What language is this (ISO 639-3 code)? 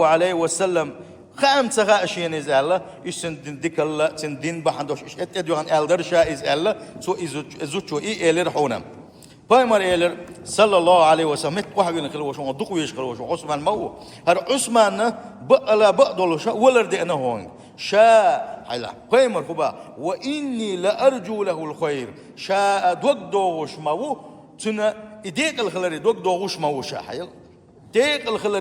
che